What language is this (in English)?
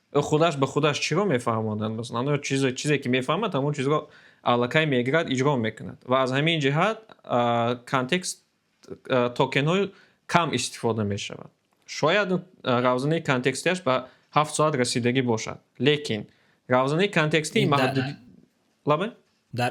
Tajik